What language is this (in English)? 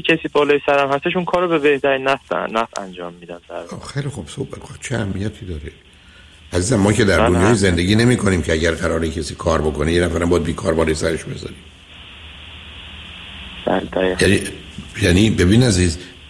Persian